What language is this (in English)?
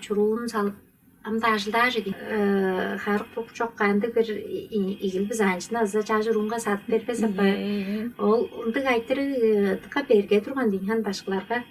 Tuvinian